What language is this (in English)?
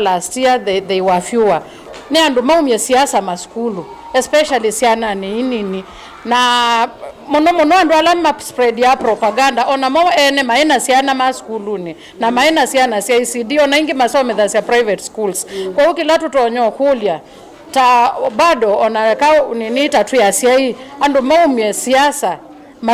Kamba